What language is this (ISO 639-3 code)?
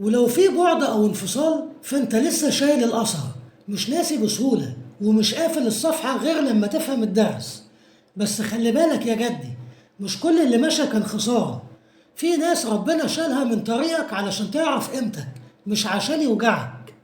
arz